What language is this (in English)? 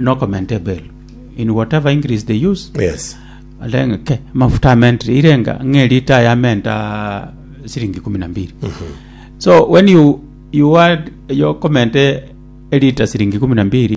Gusii